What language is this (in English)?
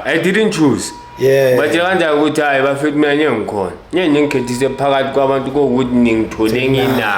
Zulu